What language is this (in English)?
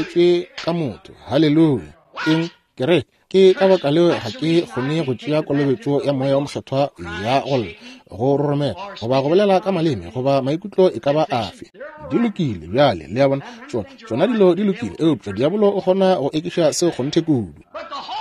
Northern Sotho